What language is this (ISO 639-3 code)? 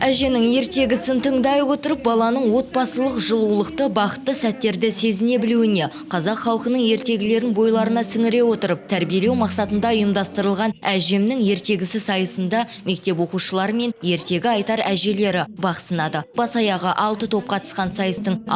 kaz